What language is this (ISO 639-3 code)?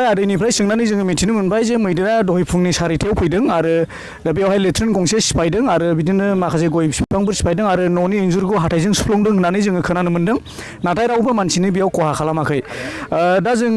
brx